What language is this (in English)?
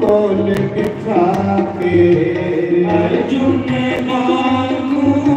Dogri